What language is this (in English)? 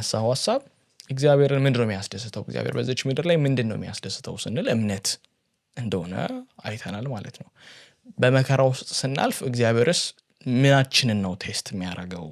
Amharic